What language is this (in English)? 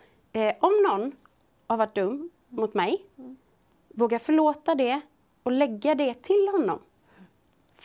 Swedish